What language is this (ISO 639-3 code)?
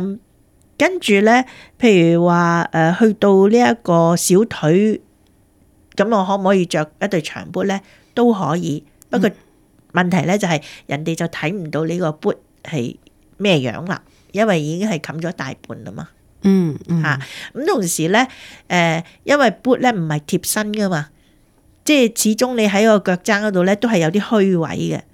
yue